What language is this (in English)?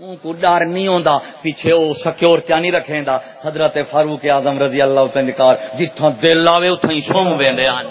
Saraiki